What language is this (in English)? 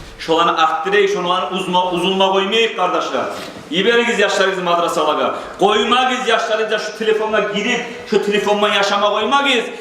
Kumyk